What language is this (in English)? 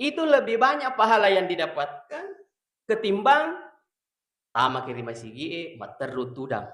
Buginese